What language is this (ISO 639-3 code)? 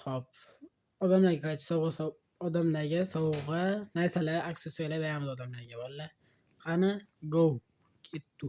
uzb